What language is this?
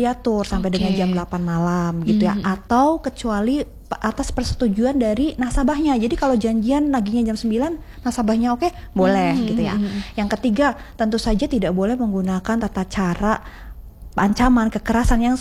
Indonesian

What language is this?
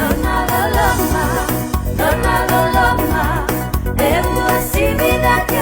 Fijian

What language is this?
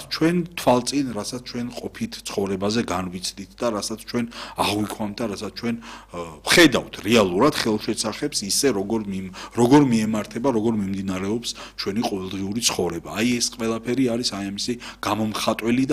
Georgian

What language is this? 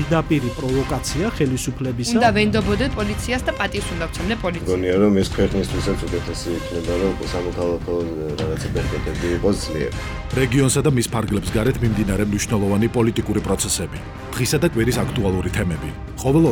Georgian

